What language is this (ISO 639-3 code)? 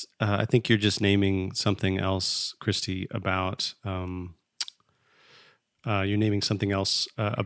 eng